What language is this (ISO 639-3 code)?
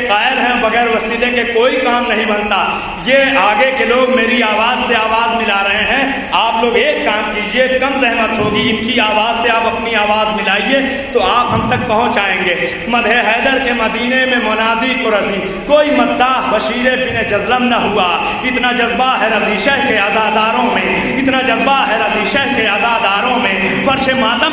urd